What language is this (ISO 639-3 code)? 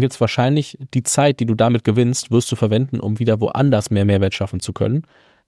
deu